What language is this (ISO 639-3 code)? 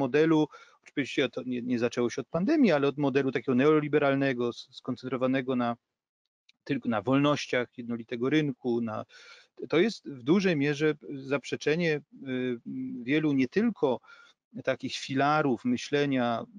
pol